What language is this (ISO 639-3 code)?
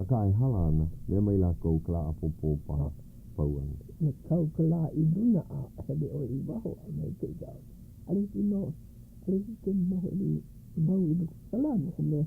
haw